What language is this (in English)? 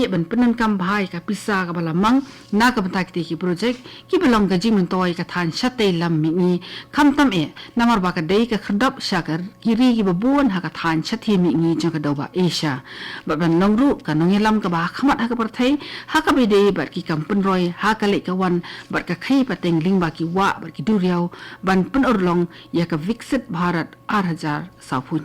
Khasi